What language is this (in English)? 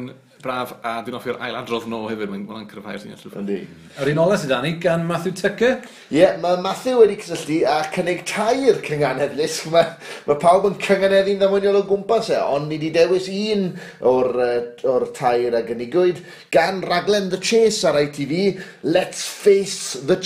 Welsh